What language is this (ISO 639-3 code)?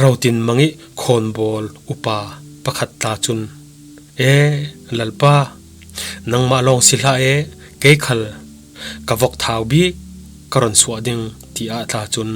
cfm